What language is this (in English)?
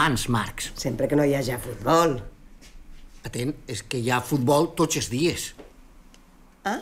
Catalan